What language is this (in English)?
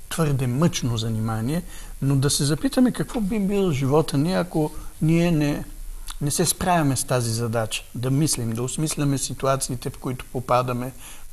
Bulgarian